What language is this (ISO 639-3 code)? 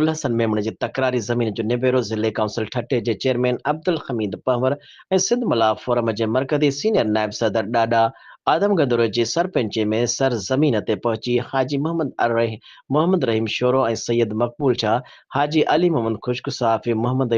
snd